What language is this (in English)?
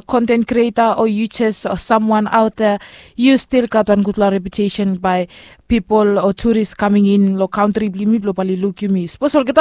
Bislama